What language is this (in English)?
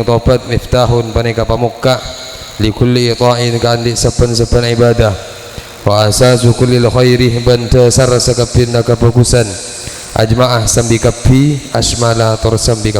Madurese